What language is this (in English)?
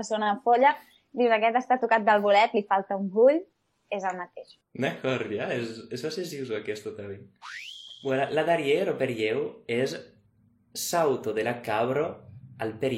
Occitan